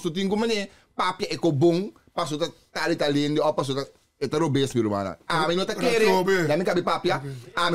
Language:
Papiamento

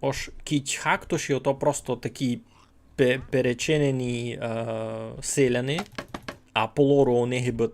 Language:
Rusyn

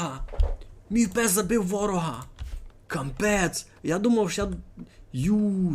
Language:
Rusyn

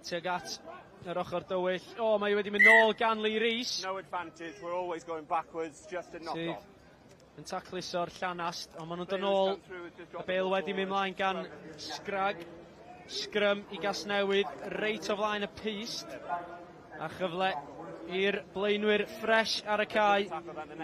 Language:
Welsh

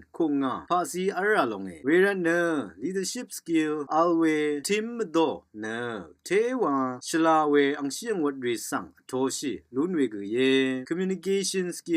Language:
Rawang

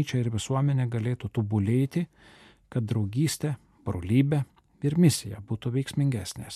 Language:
Lithuanian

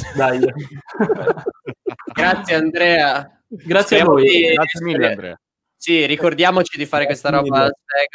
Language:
Italian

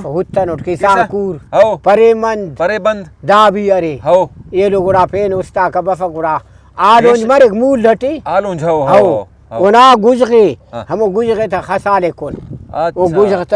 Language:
Brahui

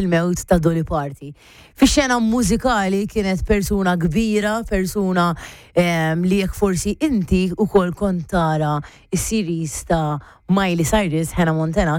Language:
Maltese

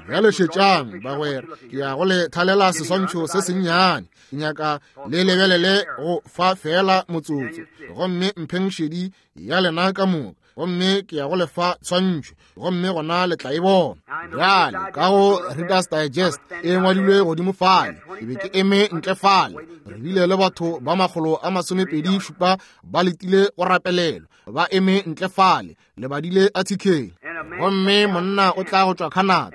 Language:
Northern Sotho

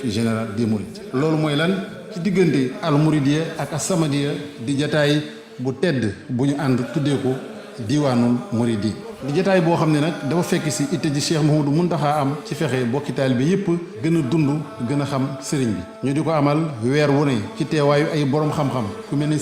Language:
Wolof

